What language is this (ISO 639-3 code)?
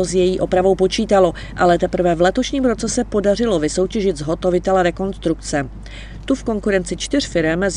ces